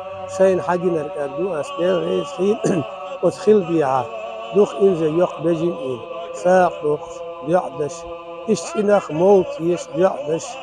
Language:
Chechen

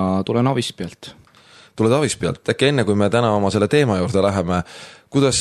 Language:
Estonian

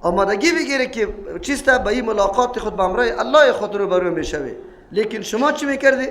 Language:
Persian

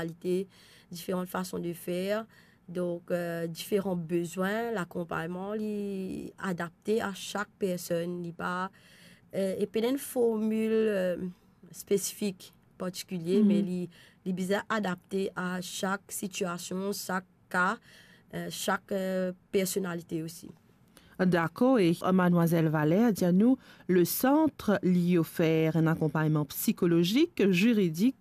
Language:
Morisyen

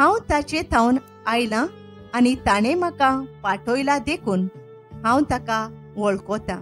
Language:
Konkani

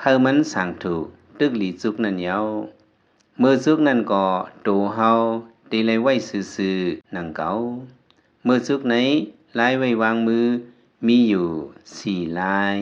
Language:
Lao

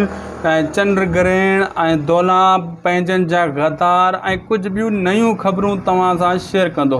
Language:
Sindhi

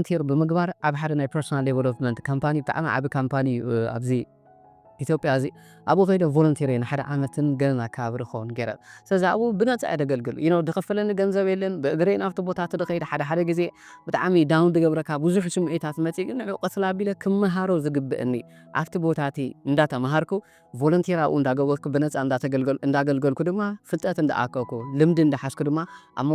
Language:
Tigrinya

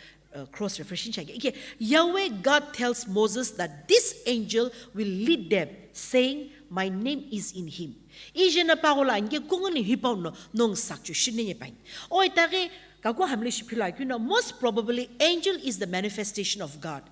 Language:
Sumi Naga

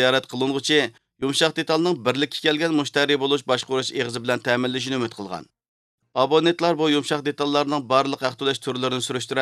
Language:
Uyghur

